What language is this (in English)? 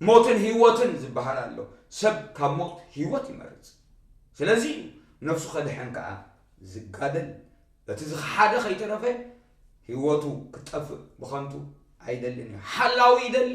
Tigrinya